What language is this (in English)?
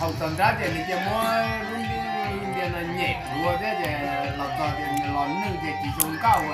Hmong